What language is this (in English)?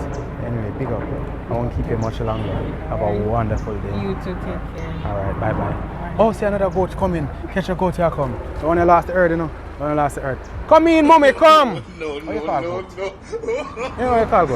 Jamaican Creole English